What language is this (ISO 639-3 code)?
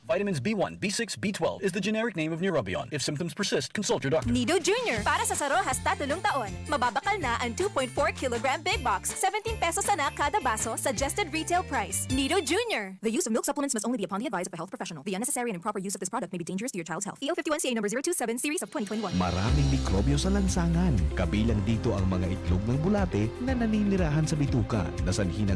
bik